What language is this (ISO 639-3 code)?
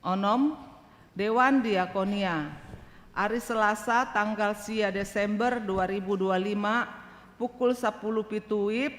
bbc